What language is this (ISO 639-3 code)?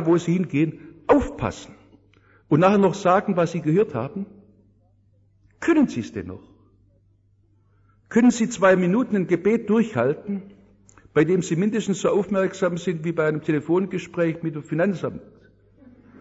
deu